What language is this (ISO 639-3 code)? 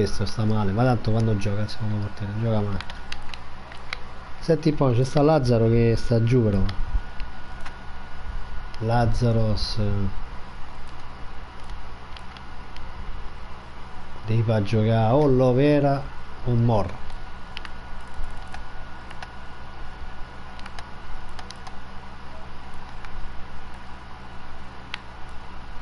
ita